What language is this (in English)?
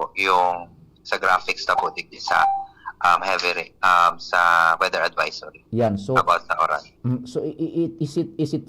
Bikol